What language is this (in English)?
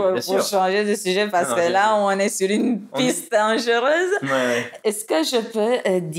French